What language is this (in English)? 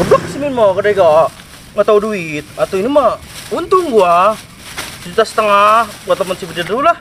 Betawi